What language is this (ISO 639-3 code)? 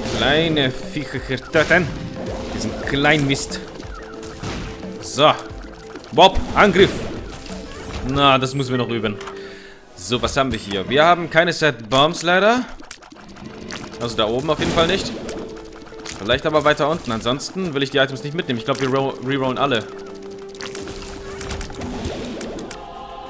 deu